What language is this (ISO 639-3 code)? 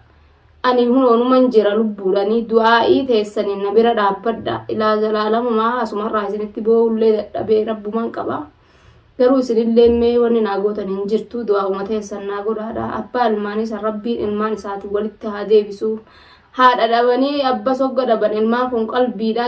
orm